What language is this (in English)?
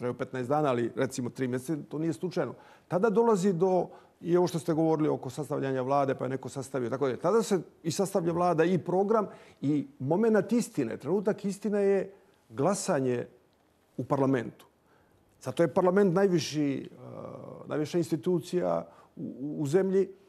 Serbian